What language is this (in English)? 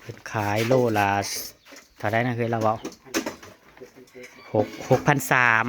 Northeastern Thai